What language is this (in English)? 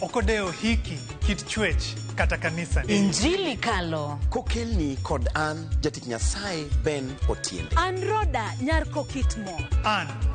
Luo (Kenya and Tanzania)